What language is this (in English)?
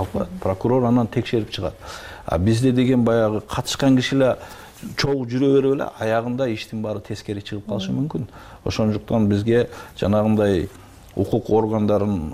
Kyrgyz